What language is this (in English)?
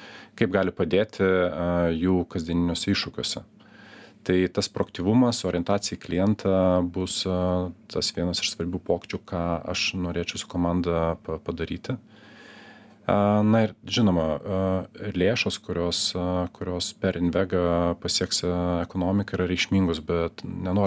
Lithuanian